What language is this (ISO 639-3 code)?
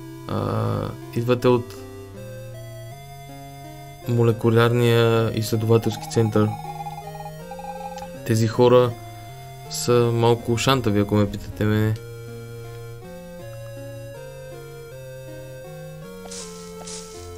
bul